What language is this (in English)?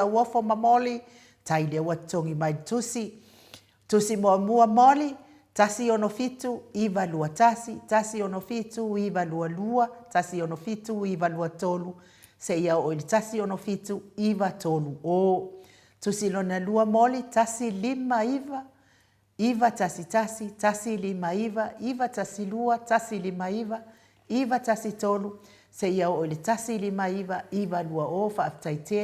Samoan